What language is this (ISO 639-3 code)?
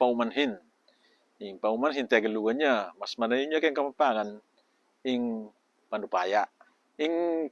pam